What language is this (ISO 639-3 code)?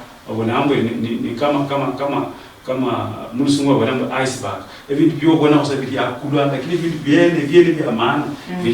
luy